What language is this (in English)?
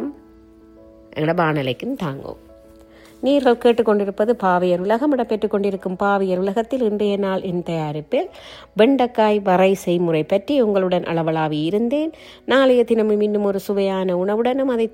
Tamil